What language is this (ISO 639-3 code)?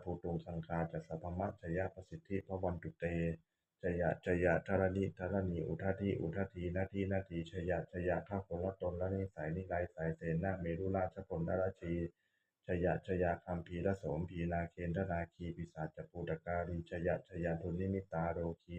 pli